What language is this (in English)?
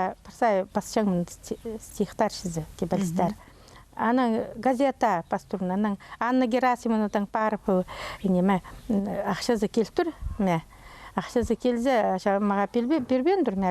Khakas